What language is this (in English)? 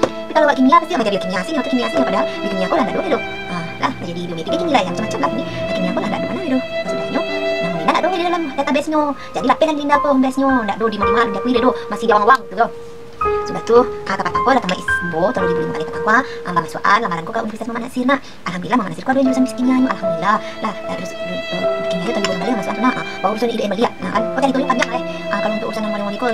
Minangkabau